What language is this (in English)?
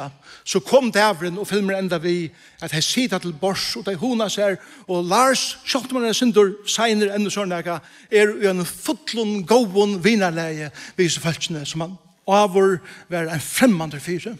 Faroese